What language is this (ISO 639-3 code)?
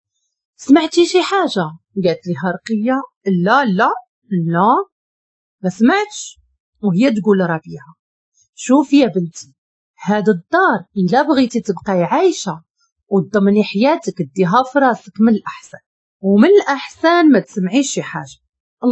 ary